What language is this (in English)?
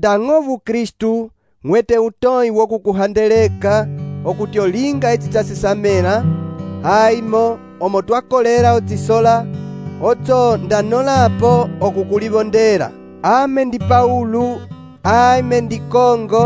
Umbundu